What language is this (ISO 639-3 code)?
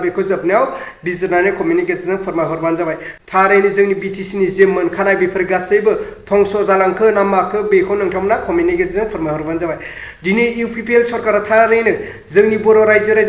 brx